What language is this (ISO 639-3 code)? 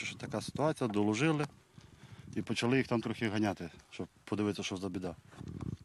ukr